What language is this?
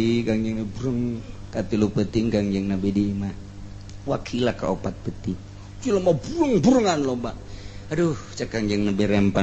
Sundanese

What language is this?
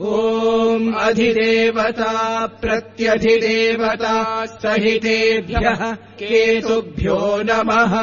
Sanskrit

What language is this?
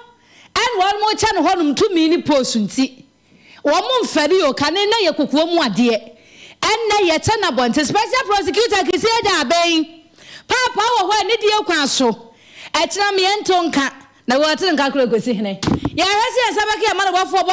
Akan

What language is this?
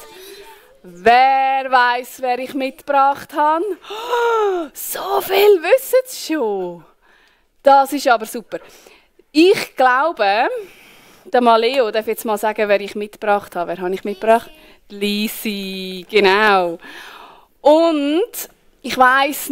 Swiss German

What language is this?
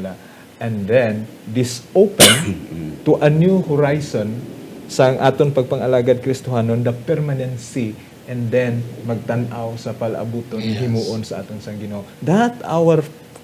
Hiligaynon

